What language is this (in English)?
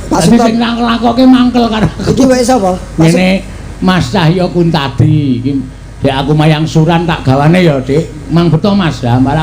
Javanese